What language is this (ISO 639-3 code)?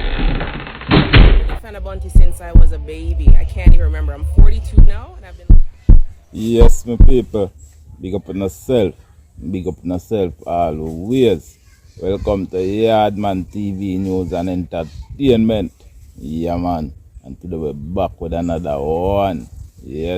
jam